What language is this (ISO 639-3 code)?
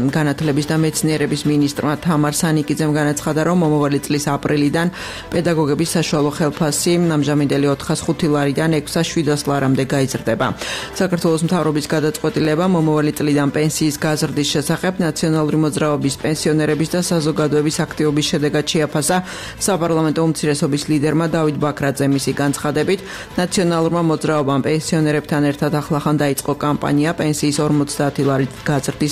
kat